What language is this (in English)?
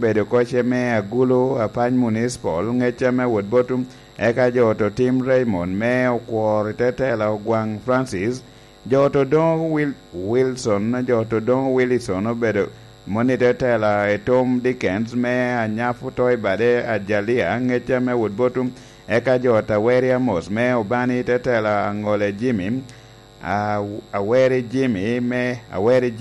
Lango (Uganda)